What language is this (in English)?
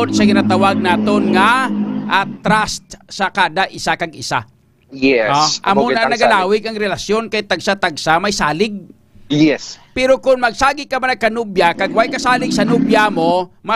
Hiligaynon